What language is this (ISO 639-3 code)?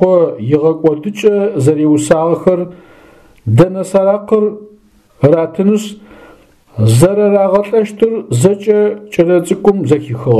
ady